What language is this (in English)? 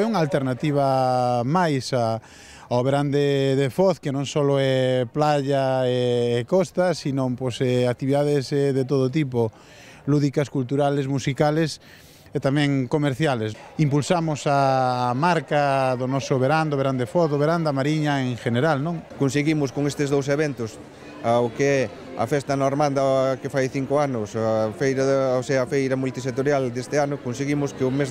Galician